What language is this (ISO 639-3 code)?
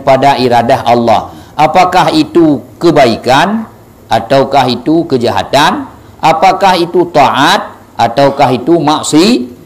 ace